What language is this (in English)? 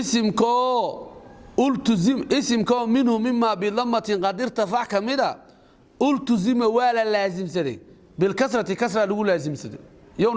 Somali